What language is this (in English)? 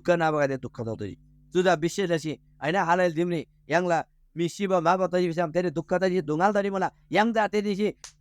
Eastern Tamang